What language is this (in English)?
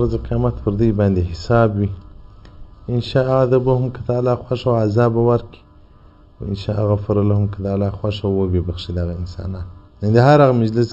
Pashto